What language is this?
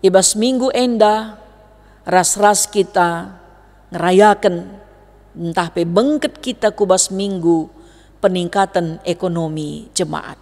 Batak Karo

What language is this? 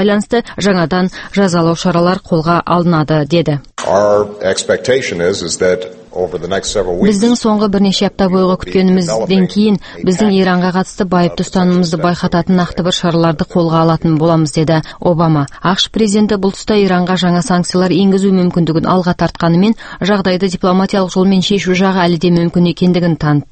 Kazakh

